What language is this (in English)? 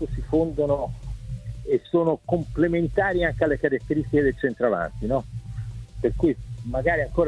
Italian